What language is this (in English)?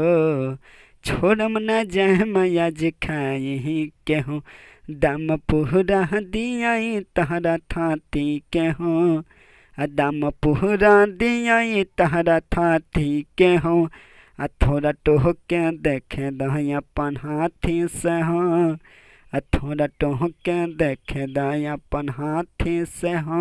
Bhojpuri